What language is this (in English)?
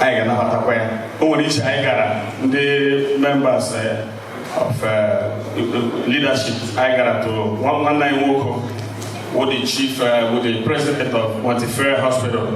Igbo